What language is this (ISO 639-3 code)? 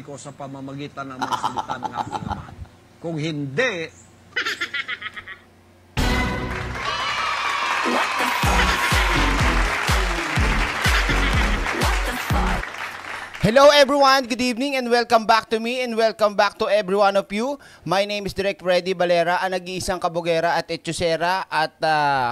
fil